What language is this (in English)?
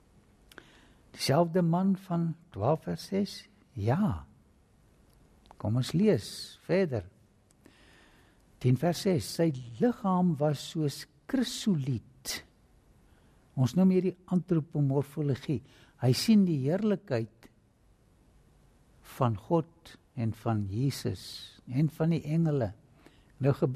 Afrikaans